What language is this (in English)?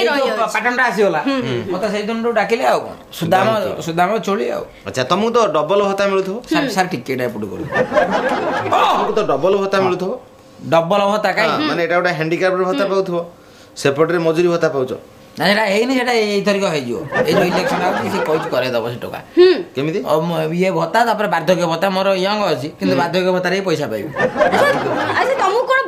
Odia